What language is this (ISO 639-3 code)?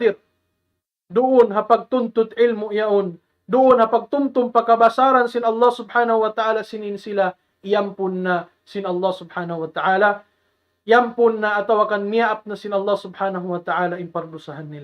tsg